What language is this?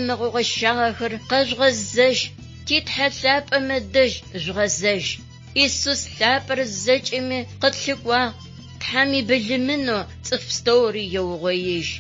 Adyghe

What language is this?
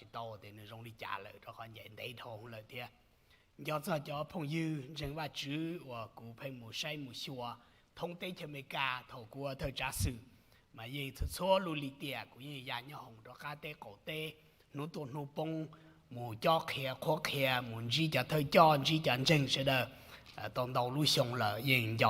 Hmong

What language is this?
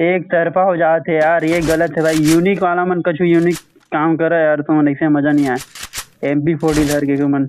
Chhattisgarhi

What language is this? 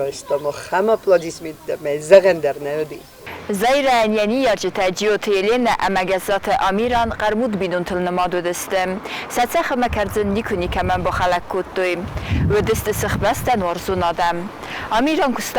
Ossetic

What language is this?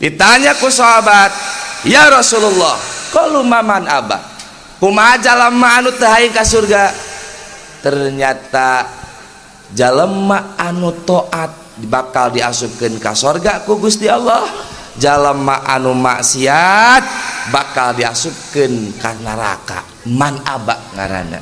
Sundanese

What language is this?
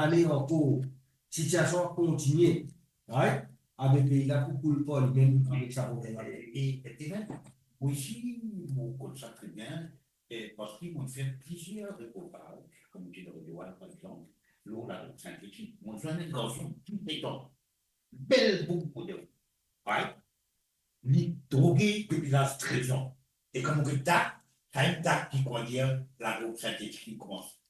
Morisyen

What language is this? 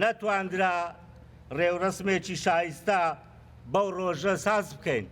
Central Kurdish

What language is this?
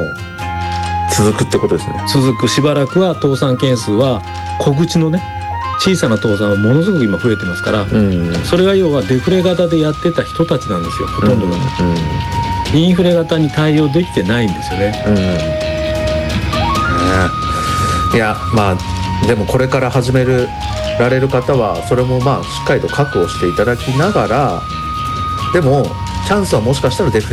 Japanese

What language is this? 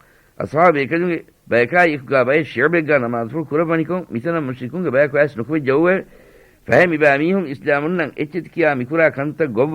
Divehi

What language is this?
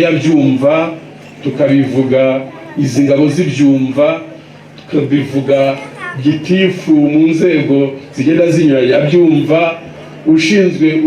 Kinyarwanda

